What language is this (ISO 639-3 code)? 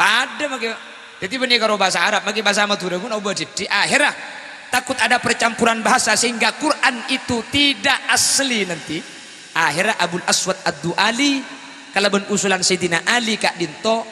mad